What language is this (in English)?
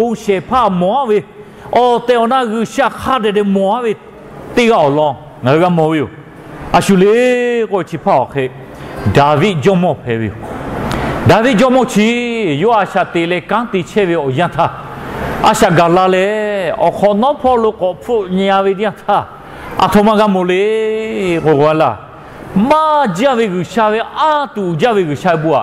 Lahu